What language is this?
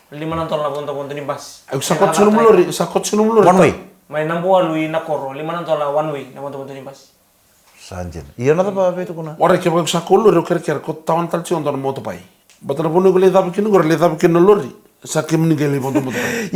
Fijian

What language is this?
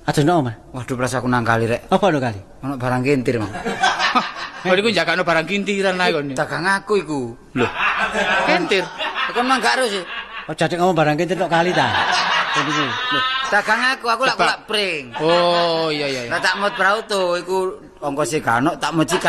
Javanese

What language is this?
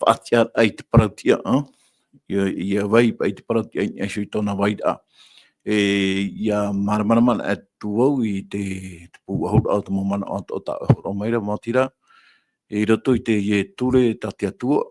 Tahitian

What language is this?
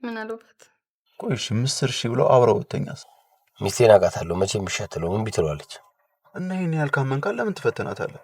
Amharic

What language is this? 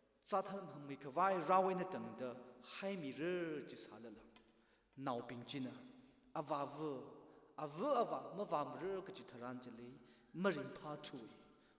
Tangkhul Naga (India)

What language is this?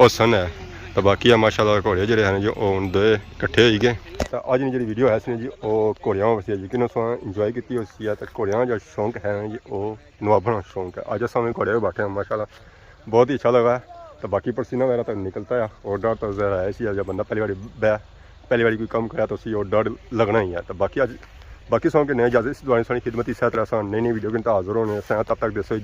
Pahari-Potwari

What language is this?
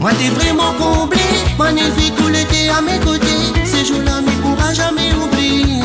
Réunion Creole French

